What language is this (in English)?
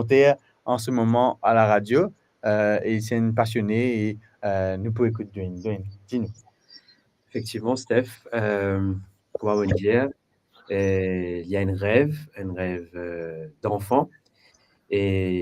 Morisyen